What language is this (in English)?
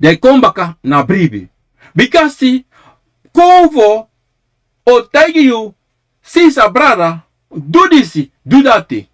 Sranan Tongo